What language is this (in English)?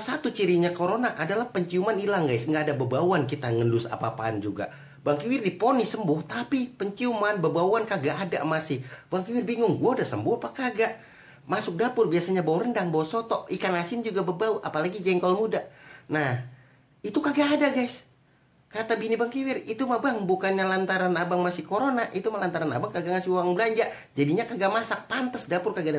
Betawi